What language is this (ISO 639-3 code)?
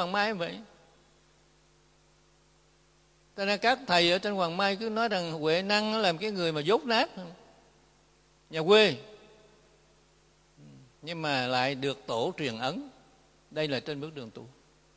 vie